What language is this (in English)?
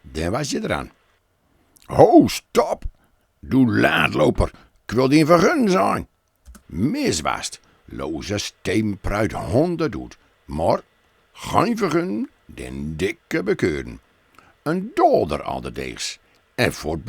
Gronings